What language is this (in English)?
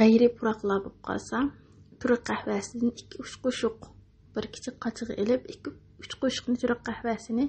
Uyghur